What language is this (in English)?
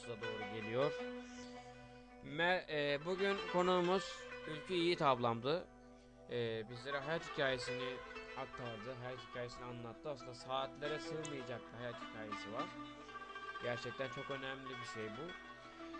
Turkish